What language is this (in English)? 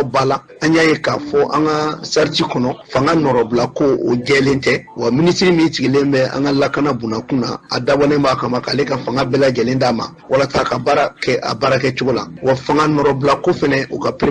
Bambara